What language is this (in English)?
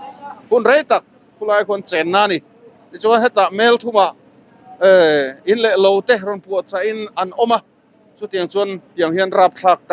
Mizo